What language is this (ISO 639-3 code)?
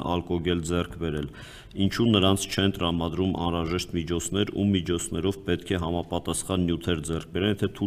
hye